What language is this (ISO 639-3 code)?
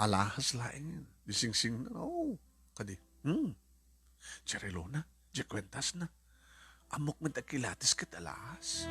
ilo